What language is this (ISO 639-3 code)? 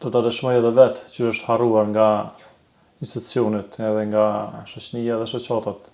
sqi